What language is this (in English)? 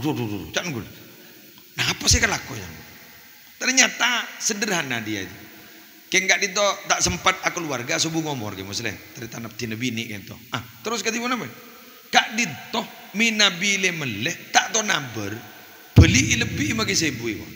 Madurese